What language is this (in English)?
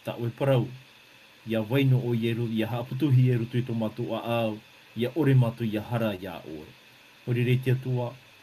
Tahitian